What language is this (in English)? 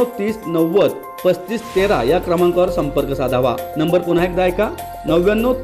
Marathi